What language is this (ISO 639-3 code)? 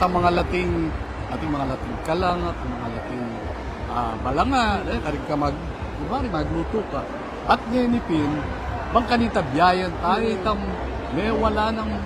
pam